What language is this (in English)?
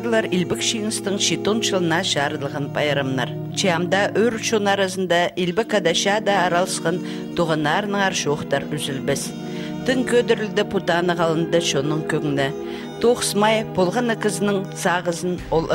Khakas